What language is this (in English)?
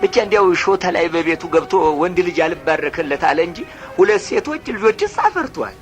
Amharic